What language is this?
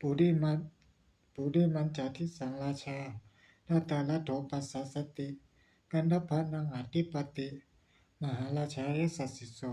Pali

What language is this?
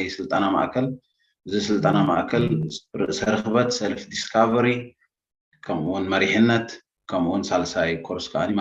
Tigrinya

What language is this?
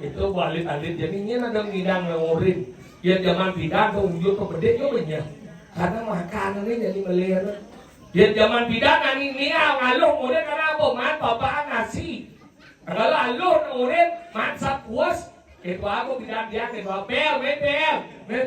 Balinese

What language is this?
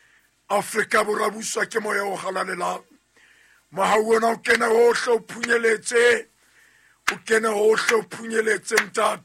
Southern Sotho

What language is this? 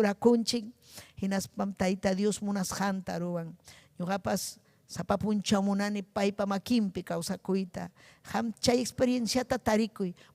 Ayacucho Quechua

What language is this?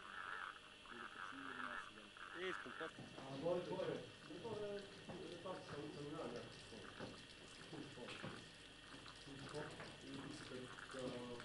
Bulgarian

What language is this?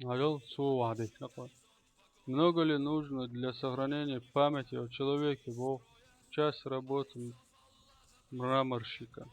Chechen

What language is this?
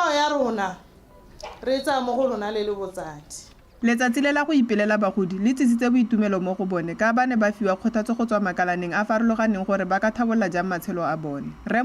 Tswana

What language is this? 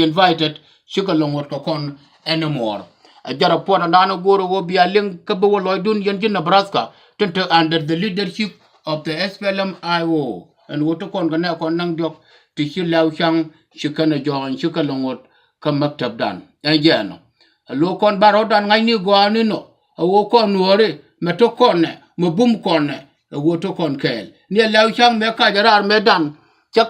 Nuer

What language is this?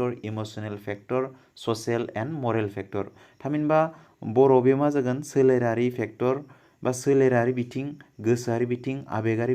Bodo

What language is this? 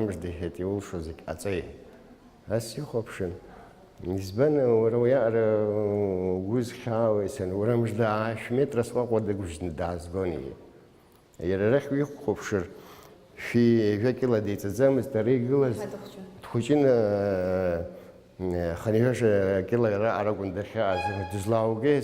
Abkhazian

